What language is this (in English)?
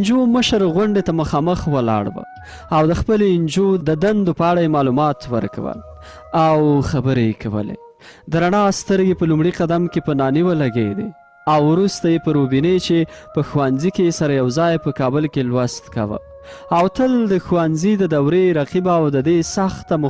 Pashto